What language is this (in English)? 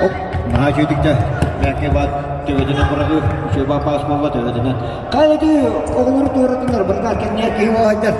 Yakut